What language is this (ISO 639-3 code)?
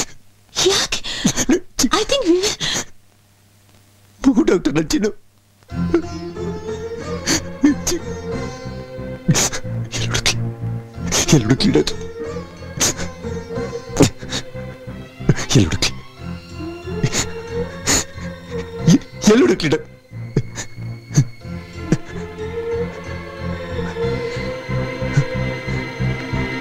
kan